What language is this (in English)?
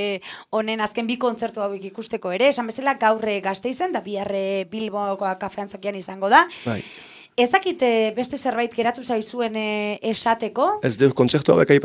Basque